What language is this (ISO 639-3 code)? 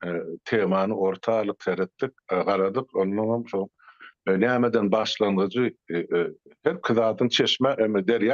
tuk